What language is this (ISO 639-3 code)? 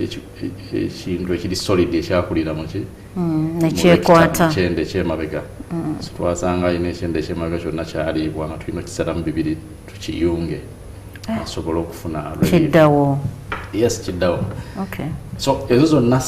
lug